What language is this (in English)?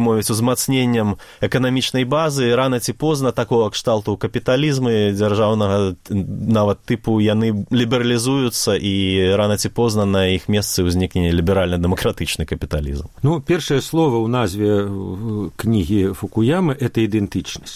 Belarusian